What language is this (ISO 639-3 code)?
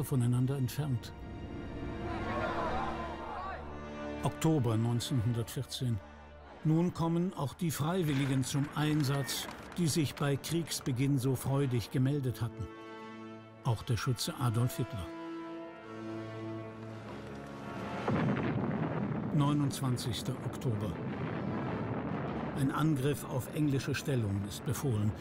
deu